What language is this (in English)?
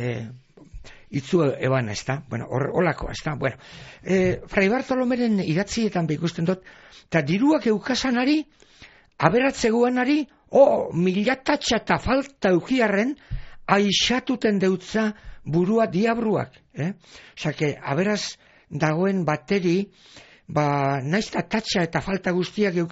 Basque